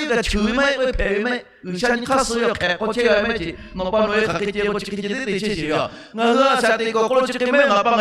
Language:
Lahu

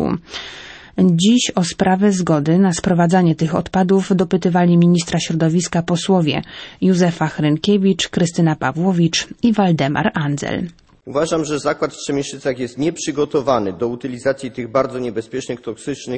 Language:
Polish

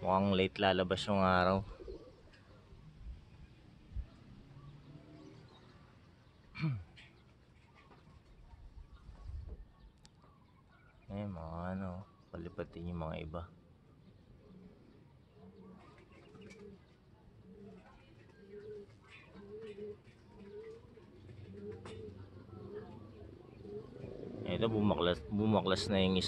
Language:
Filipino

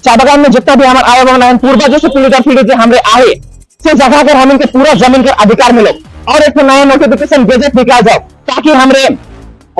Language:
Sadri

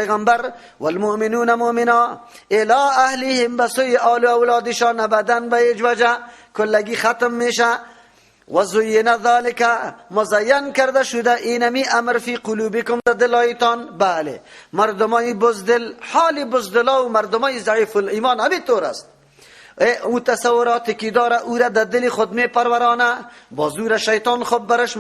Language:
Persian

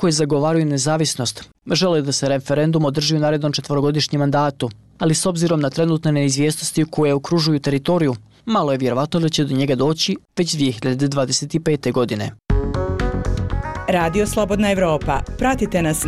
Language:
Bosnian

